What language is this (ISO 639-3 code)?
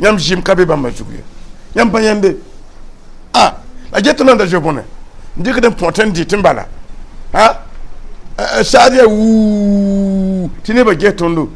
mos